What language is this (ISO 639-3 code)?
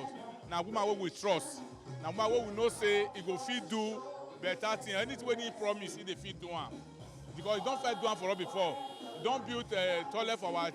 pcm